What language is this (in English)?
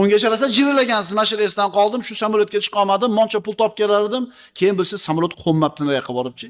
Uzbek